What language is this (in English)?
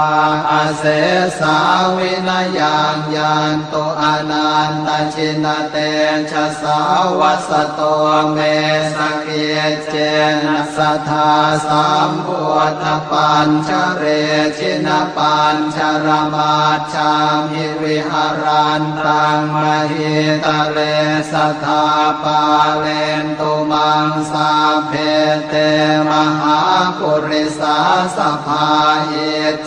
Pali